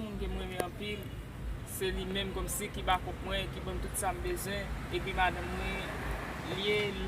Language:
Haitian Creole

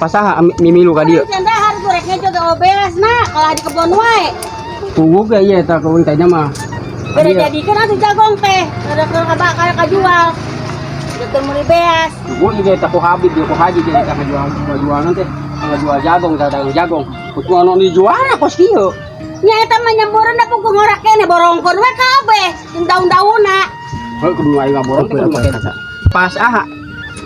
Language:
Sundanese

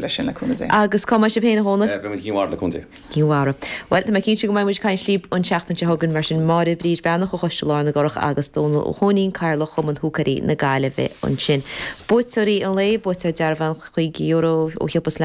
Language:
Irish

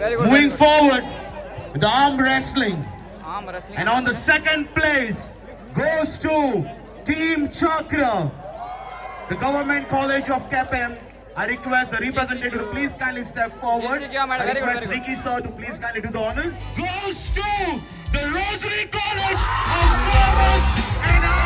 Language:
Konkani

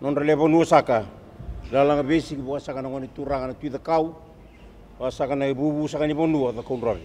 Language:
Fijian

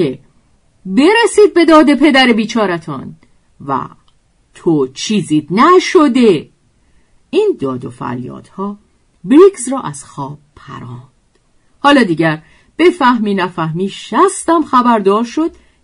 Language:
Persian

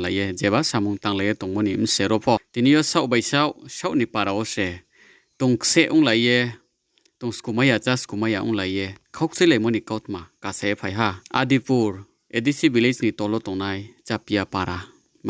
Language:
Riang (India)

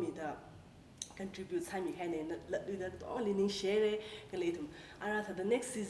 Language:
Tangkhul Naga (India)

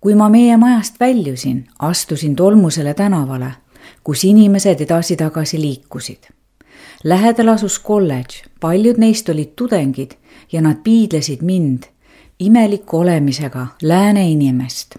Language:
Estonian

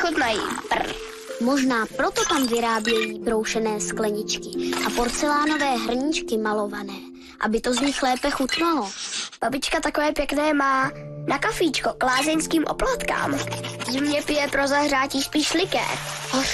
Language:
Czech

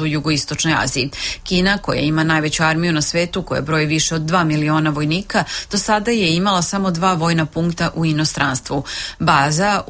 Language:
Serbian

